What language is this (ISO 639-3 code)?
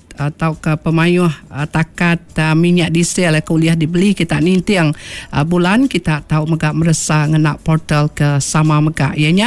iba